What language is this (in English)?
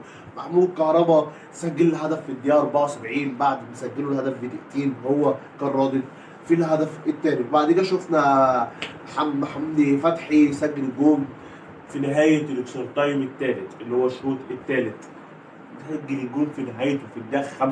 Egyptian Arabic